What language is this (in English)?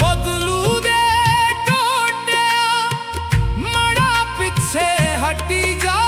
Dogri